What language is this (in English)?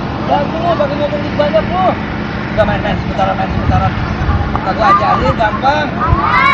Betawi